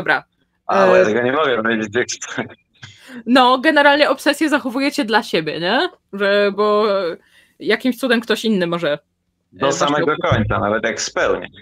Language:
Polish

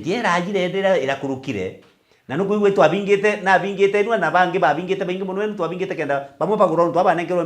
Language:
Meru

